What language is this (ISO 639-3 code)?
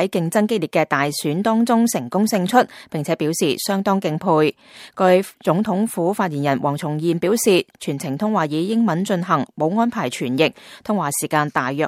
yue